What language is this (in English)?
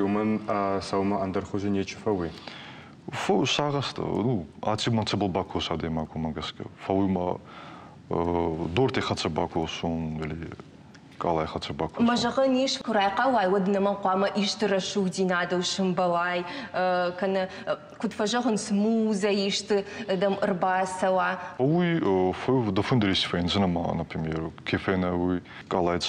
Ossetic